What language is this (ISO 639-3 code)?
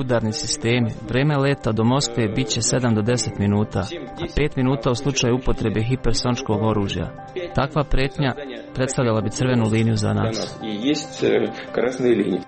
srp